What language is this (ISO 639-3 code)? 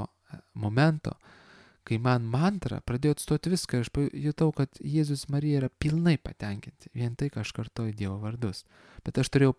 lit